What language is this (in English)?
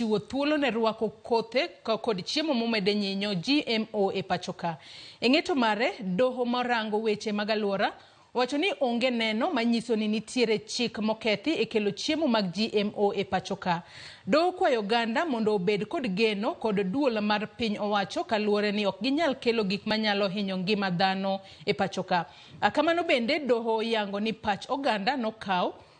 Luo (Kenya and Tanzania)